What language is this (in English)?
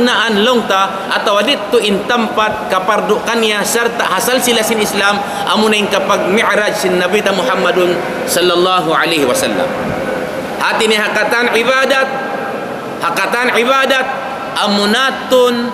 Tausug